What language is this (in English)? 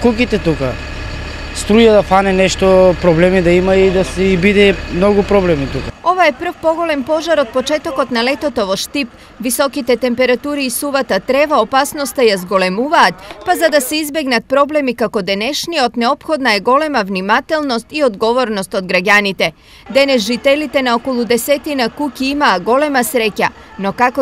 Macedonian